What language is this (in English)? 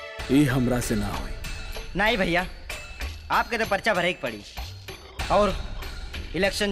Bhojpuri